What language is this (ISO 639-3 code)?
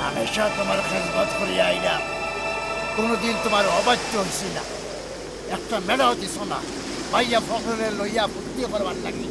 syl